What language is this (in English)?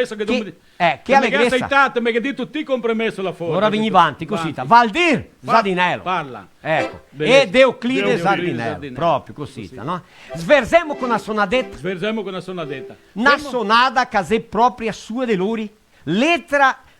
Venetian